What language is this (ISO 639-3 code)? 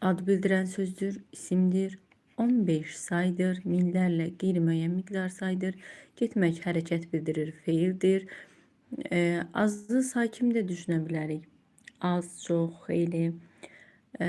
aze